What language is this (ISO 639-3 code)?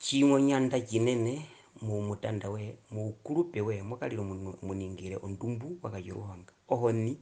her